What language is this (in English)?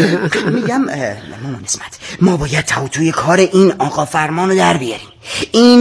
Persian